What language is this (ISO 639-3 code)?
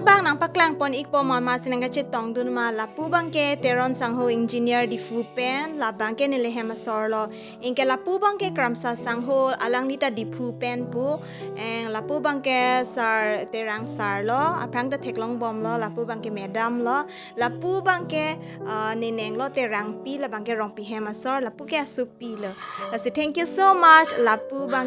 mjw